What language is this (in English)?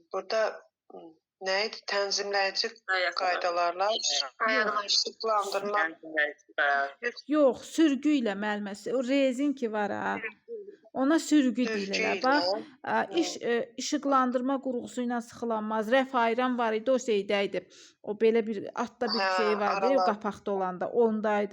Azerbaijani